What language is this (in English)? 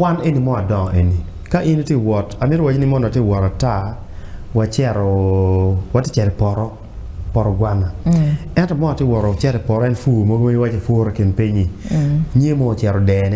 Acoli